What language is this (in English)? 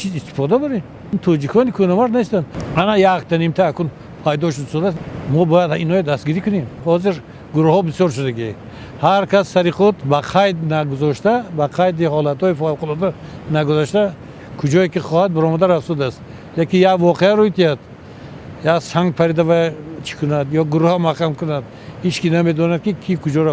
Tajik